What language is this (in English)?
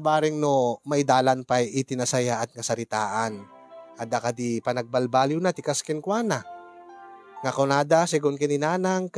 Iloko